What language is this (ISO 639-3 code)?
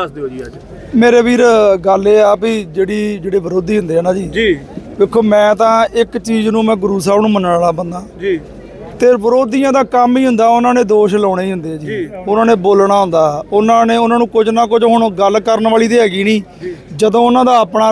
pan